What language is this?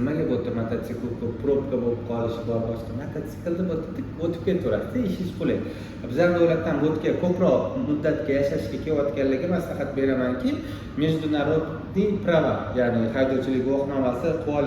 Uzbek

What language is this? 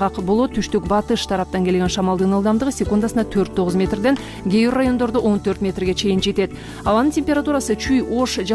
Kyrgyz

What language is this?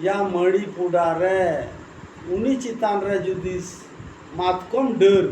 Santali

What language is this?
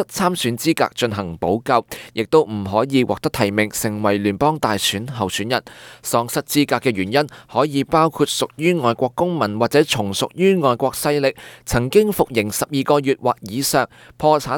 Cantonese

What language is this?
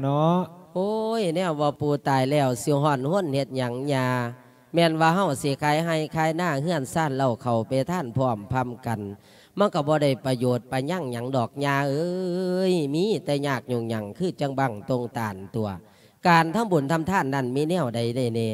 Lao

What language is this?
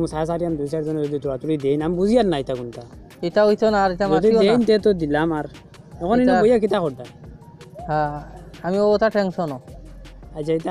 Sylheti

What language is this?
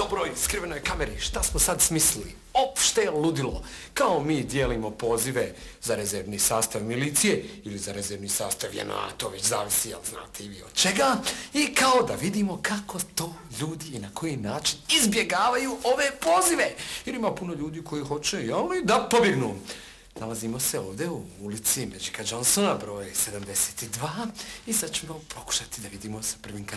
Bosnian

